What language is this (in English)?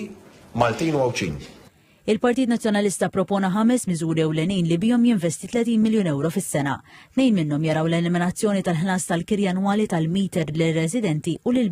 Maltese